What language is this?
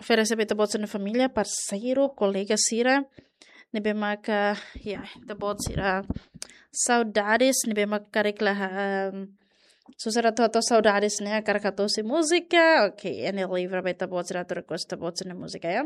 Tetum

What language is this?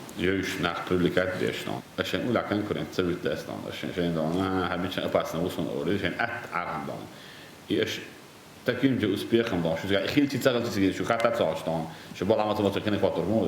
Chechen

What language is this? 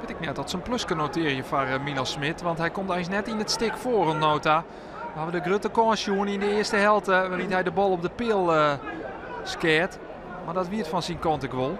Western Frisian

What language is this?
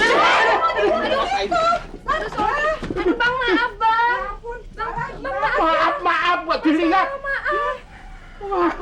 Betawi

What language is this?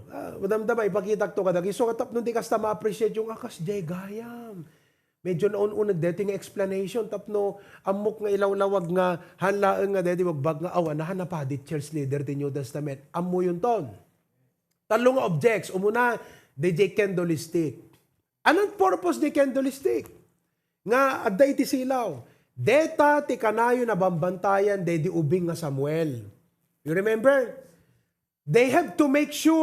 Iloko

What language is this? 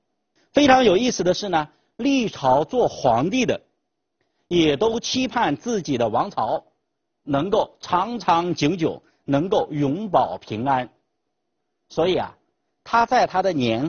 Chinese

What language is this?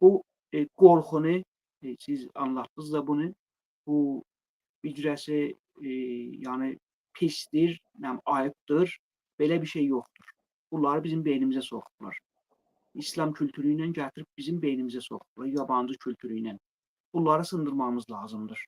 Azerbaijani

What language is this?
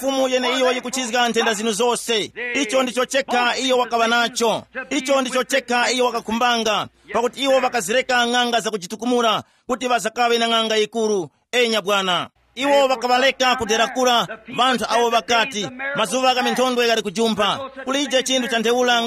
Tumbuka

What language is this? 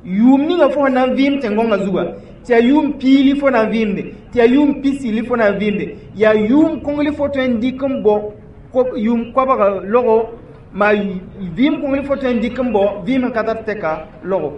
Mossi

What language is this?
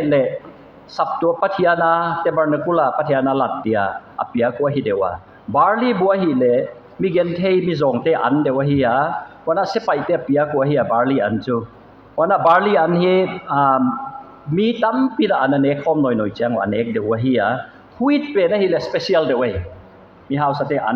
Paite Chin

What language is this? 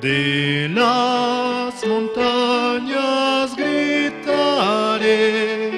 South Bolivian Quechua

